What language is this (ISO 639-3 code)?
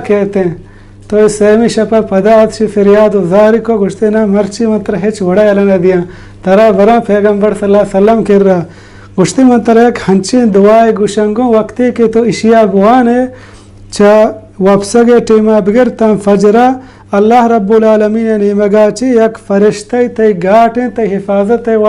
bal